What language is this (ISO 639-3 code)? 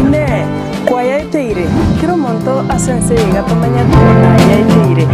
guz